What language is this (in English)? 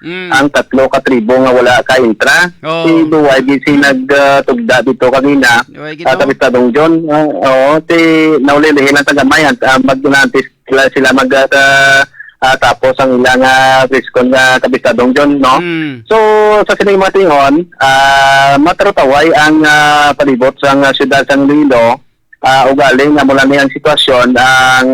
Hiligaynon